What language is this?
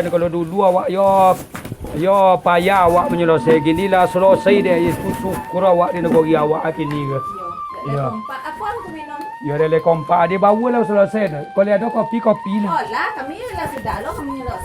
Minangkabau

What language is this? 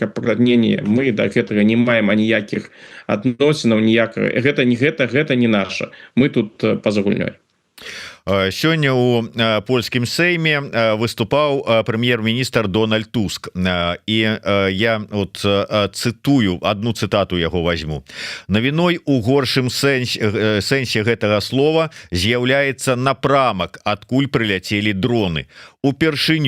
Belarusian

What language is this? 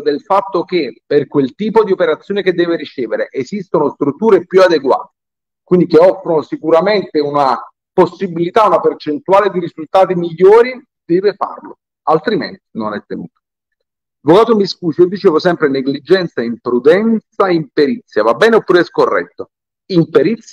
Italian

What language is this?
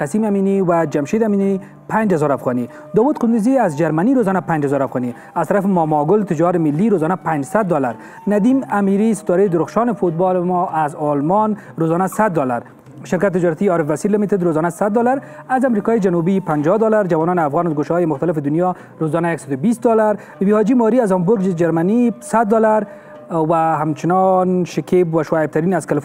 Persian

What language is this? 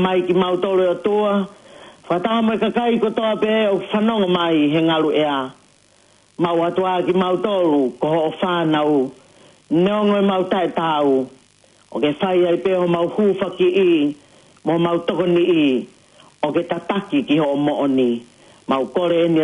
Tongan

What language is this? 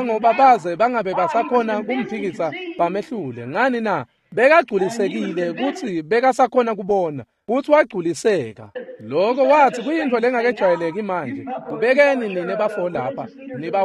Swati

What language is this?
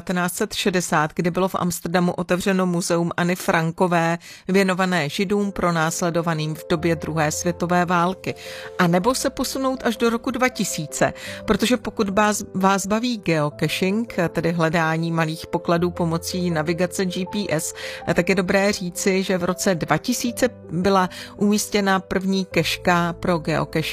Czech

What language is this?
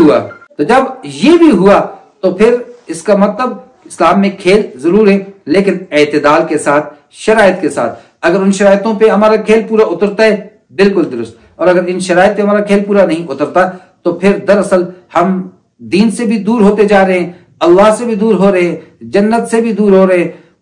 Urdu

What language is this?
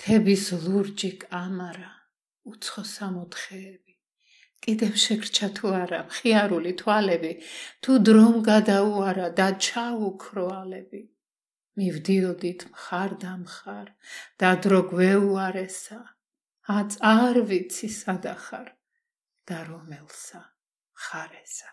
Georgian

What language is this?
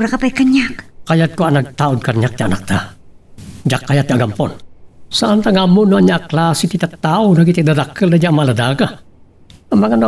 Iloko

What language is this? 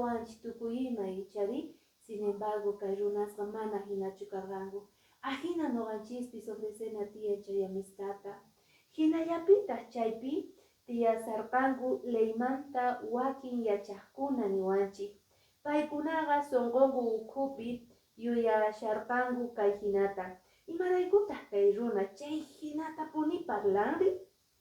Quechua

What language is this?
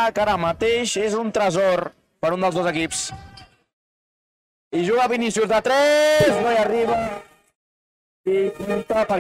Catalan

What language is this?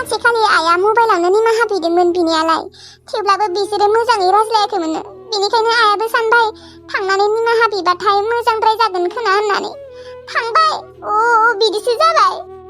Bodo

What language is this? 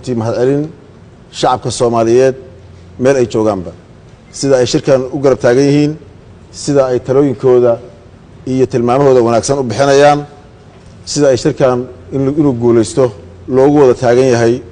Somali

